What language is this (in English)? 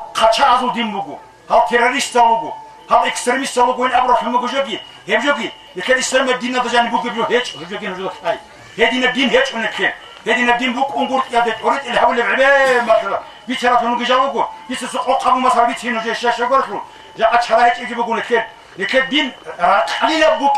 Avaric